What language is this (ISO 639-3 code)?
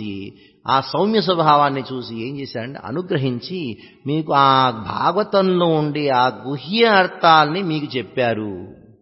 tel